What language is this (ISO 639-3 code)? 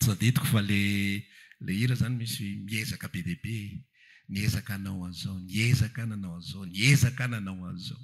mlg